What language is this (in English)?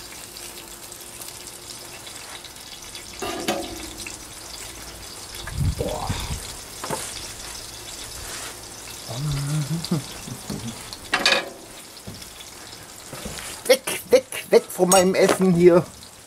German